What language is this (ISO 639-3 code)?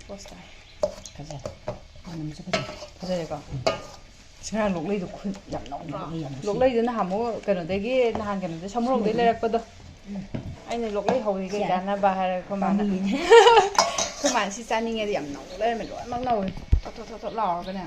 mni